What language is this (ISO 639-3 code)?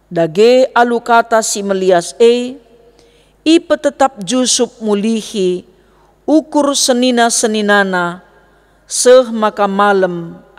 btx